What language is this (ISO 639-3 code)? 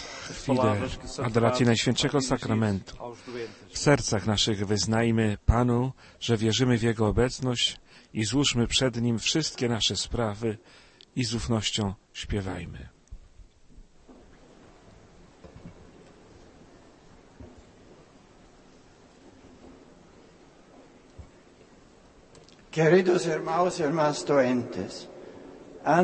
pol